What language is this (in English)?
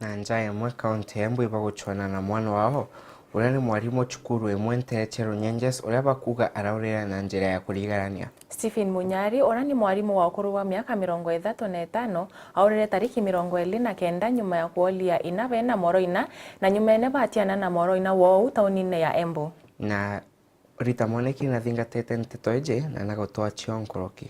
Meru